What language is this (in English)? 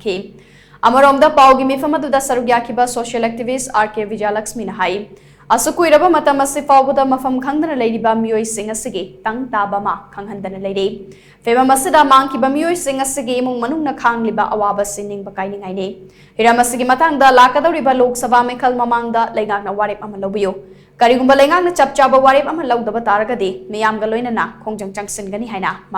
Manipuri